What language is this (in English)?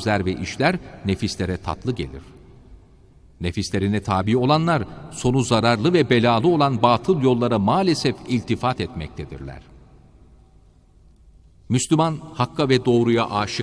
Turkish